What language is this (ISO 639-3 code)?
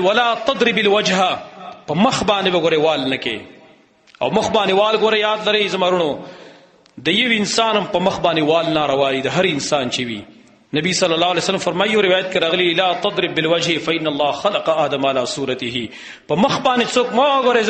pus